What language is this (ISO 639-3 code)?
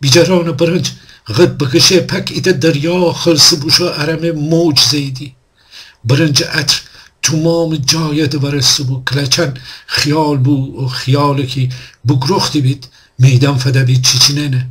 glk